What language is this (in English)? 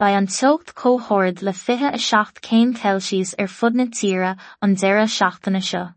Irish